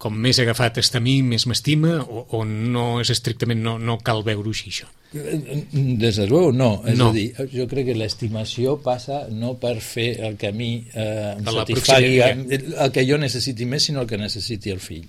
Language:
Catalan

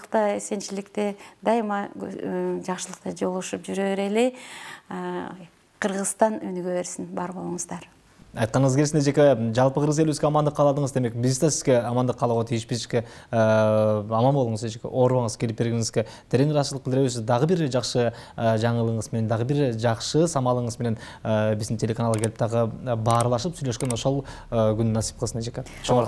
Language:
Kyrgyz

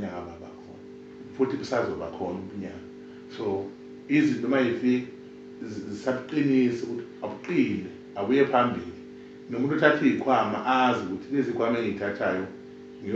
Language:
Zulu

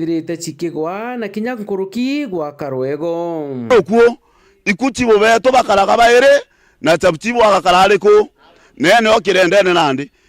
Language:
Meru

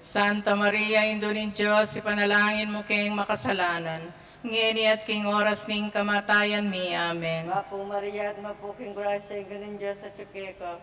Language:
Pampanga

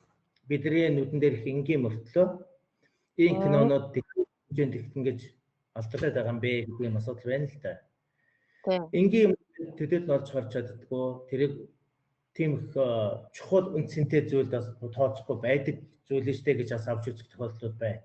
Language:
Mongolian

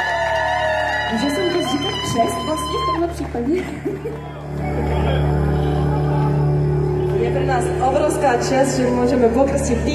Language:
Slovak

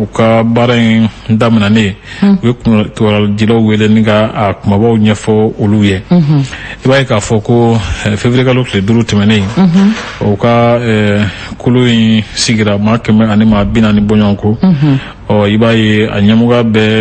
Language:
Bambara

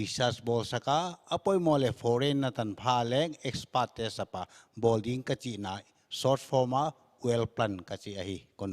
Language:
Paite Chin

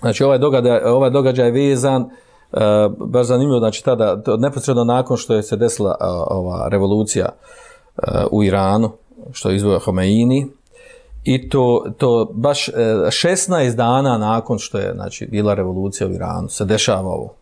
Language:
Bosnian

